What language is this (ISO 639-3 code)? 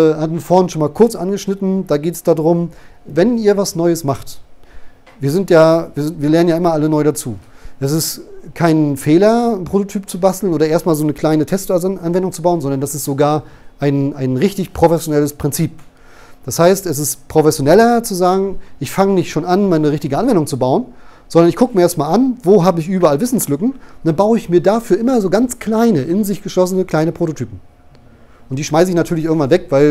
deu